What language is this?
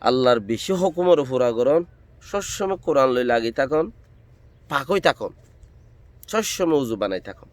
Rohingya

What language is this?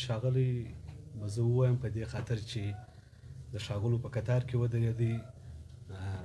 Pashto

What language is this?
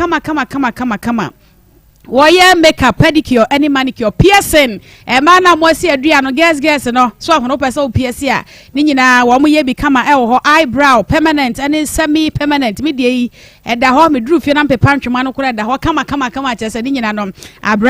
Akan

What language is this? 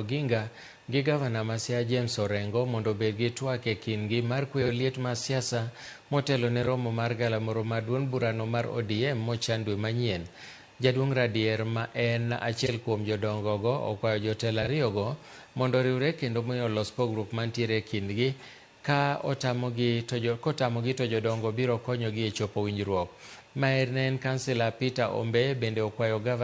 Luo (Kenya and Tanzania)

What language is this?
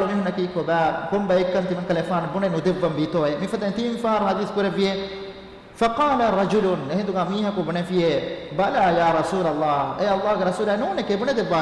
Divehi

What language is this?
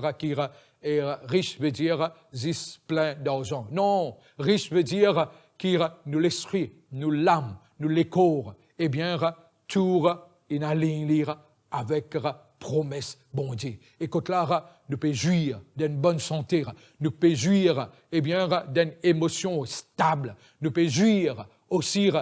Morisyen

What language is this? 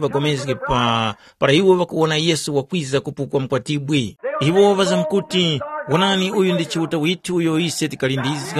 Tumbuka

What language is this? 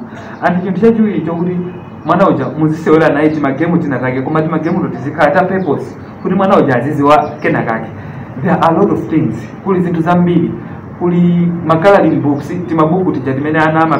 Nyanja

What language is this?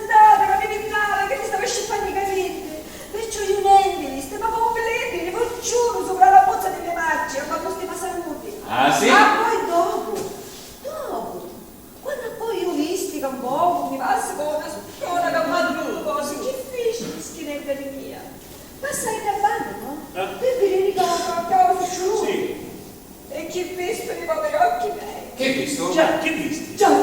Sicilian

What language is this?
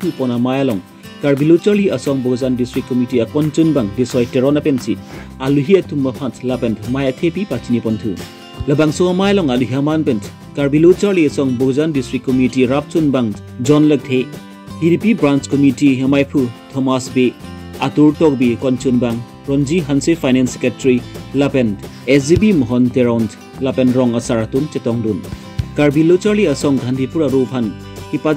Karbi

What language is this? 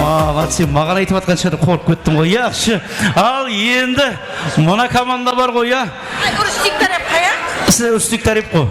Kara-Kalpak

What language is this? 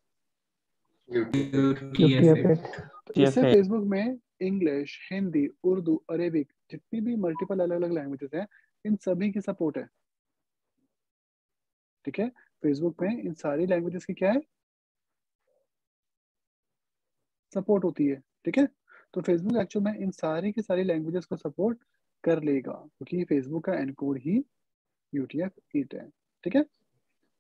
Hindi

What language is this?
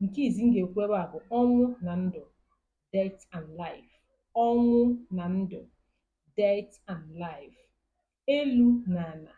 Igbo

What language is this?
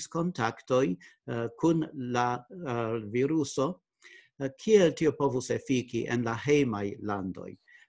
Esperanto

